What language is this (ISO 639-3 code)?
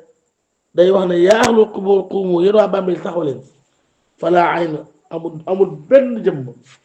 wol